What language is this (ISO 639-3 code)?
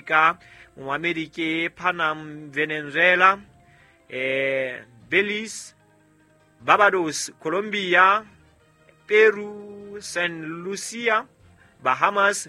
sot